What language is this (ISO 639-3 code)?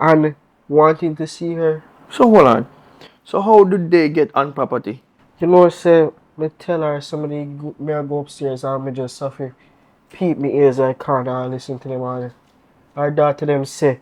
jam